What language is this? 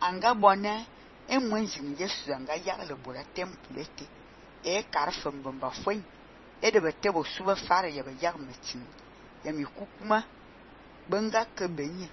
Fang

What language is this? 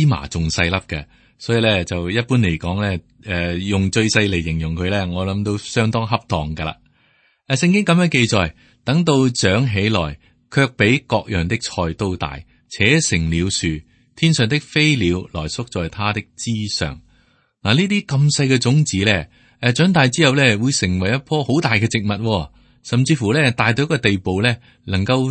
Cantonese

